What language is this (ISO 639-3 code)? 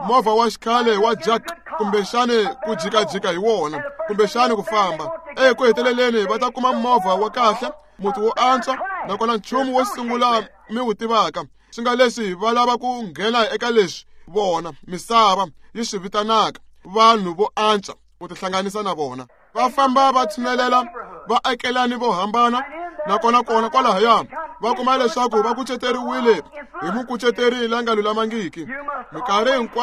tso